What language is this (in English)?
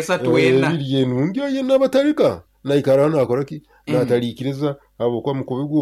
Nyoro